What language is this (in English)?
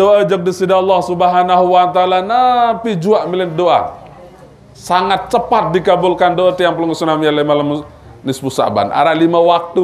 Sasak